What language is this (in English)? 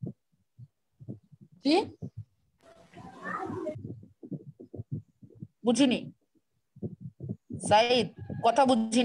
Bangla